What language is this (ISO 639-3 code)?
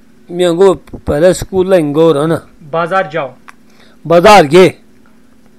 urd